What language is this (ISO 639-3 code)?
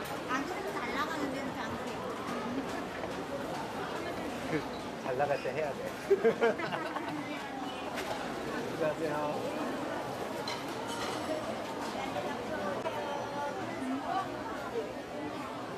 kor